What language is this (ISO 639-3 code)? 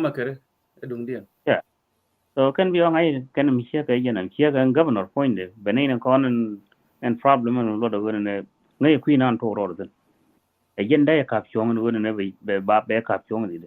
nus